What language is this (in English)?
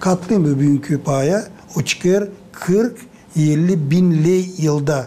Gagauz